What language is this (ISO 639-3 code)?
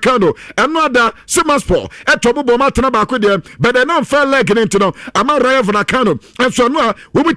aka